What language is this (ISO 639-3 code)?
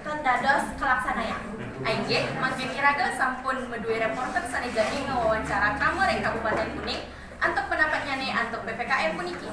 ban